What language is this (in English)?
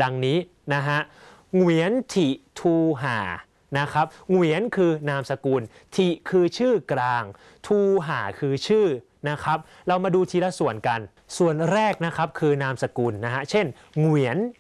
Thai